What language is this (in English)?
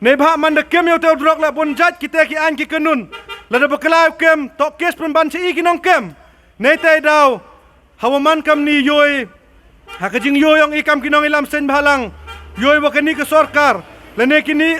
Khasi